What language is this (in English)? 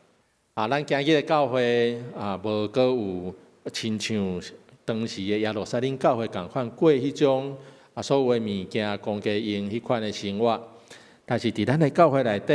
Min Nan Chinese